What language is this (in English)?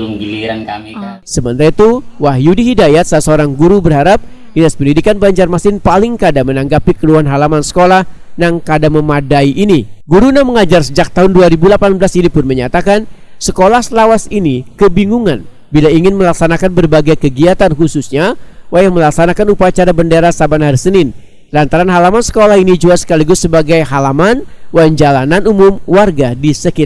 Banjar